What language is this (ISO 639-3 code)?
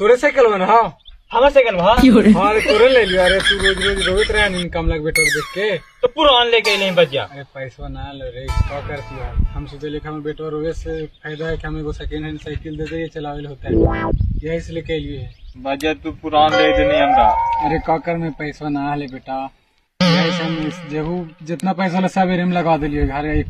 mag